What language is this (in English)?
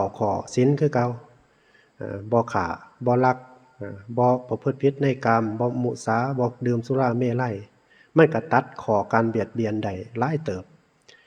Northeastern Thai